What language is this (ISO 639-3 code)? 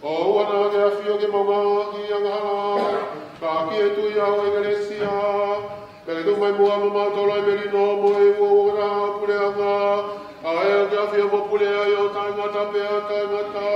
ton